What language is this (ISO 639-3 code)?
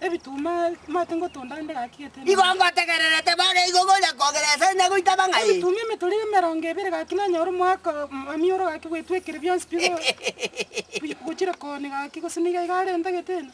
guz